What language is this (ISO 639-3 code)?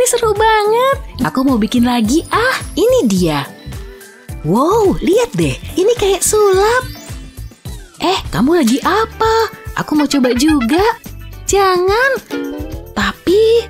ind